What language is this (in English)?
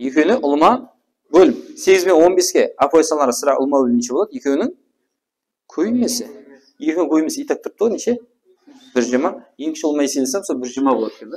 Kara-Kalpak